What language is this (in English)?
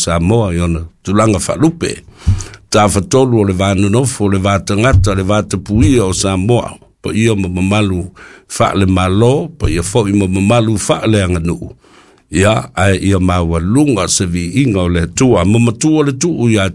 Samoan